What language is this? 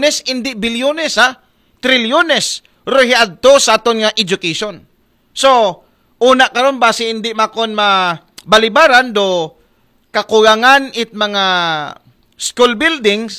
Aklanon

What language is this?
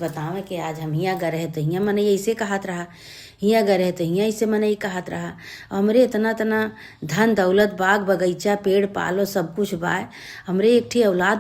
Awadhi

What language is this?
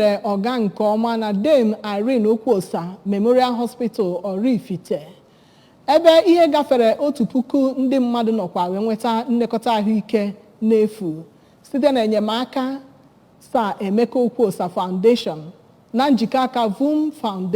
Igbo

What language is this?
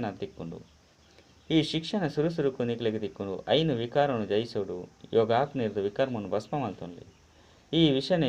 Tulu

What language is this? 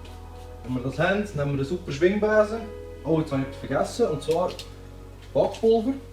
Swiss German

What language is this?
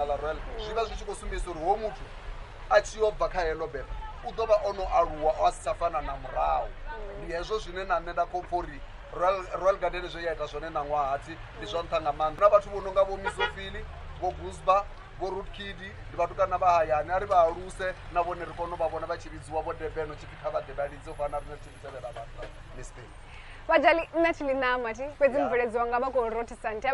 Venda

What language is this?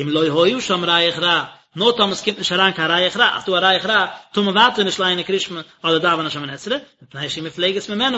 Yiddish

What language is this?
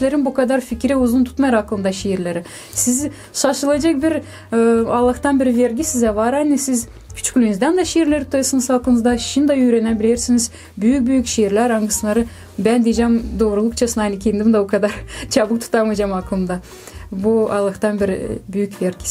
Gagauz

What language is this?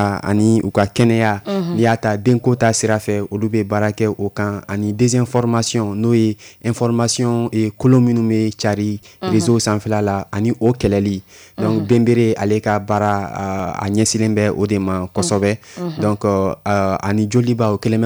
Bambara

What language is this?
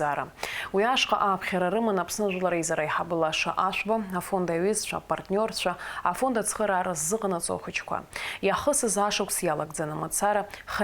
Abkhazian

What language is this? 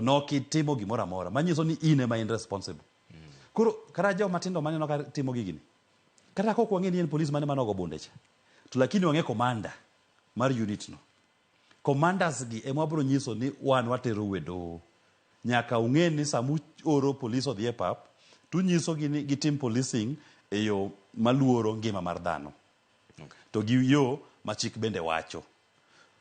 Luo (Kenya and Tanzania)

